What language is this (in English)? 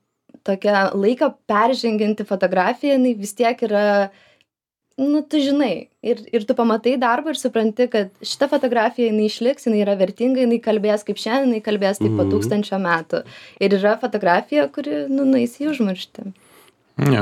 Lithuanian